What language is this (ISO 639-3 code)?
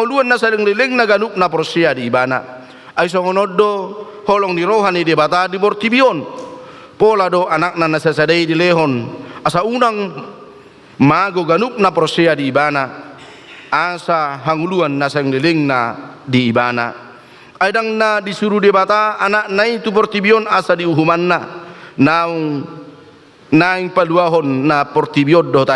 bbc